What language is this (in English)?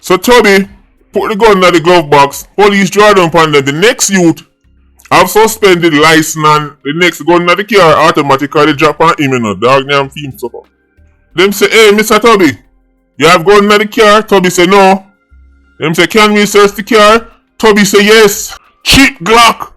Jamaican Creole English